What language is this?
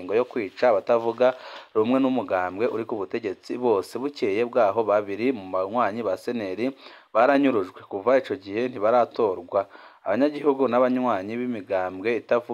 Rundi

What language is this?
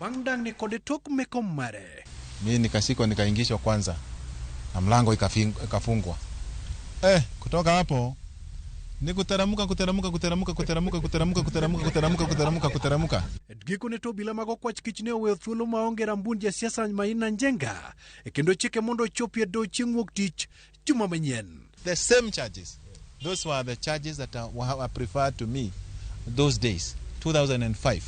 Luo (Kenya and Tanzania)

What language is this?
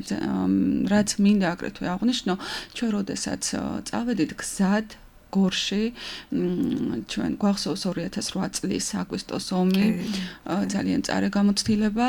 Georgian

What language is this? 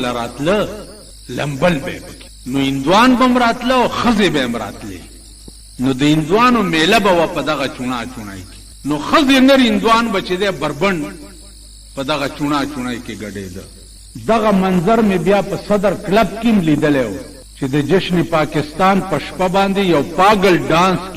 Pashto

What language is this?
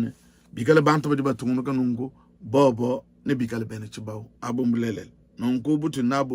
Luba-Lulua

